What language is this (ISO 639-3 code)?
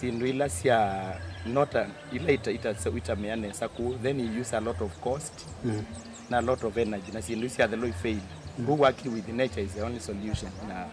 kam